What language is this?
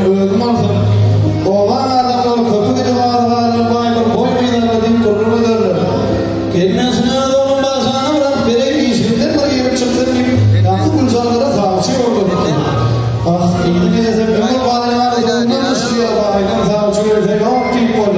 Turkmen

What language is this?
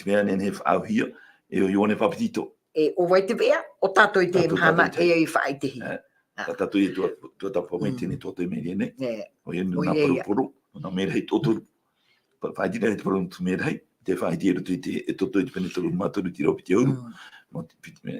Tahitian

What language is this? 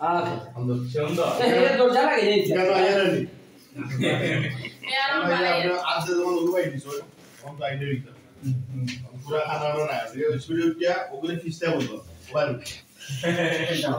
Sylheti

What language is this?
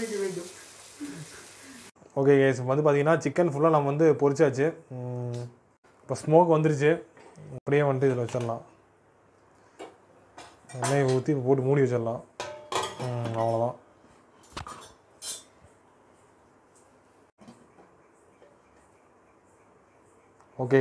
Tamil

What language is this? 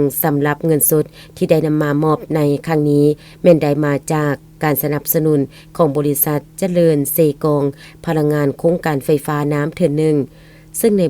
Lao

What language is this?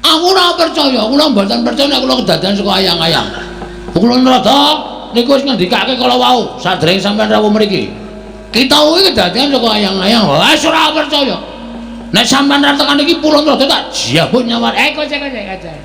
Javanese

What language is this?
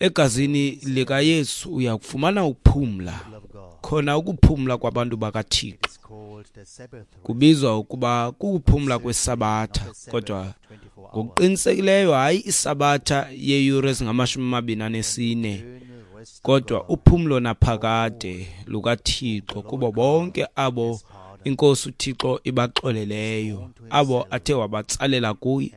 Xhosa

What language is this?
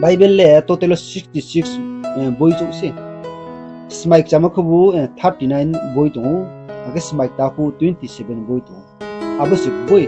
Riang (India)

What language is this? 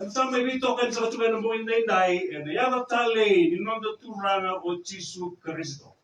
Fijian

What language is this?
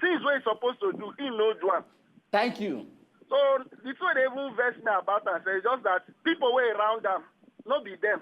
Nigerian Pidgin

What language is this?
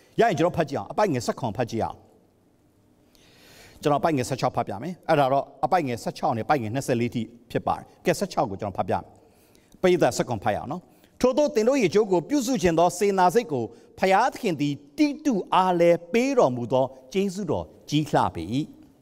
Burmese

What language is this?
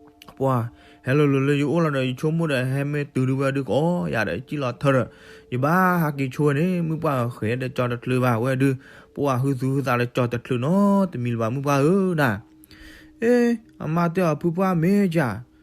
S'gaw Karen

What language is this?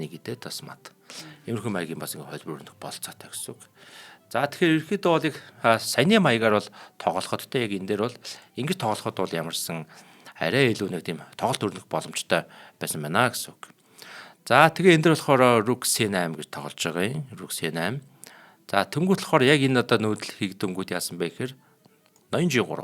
Mongolian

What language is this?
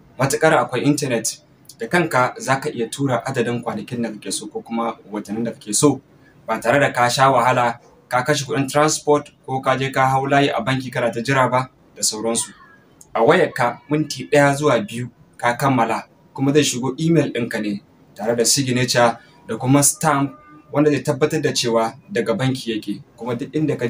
Hausa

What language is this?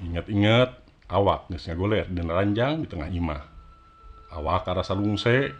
Sundanese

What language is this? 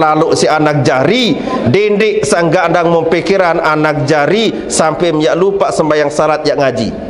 Sasak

